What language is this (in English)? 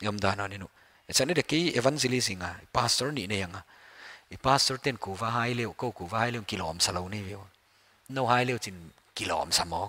Paite Chin